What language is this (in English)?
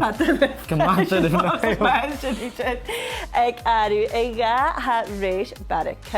Scottish Gaelic